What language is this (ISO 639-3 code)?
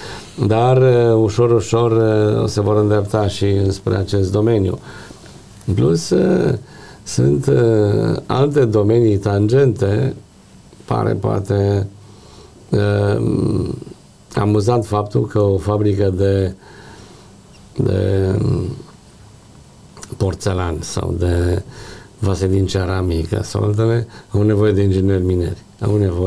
ron